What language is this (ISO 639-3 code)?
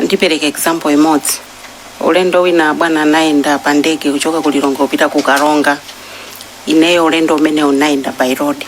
nya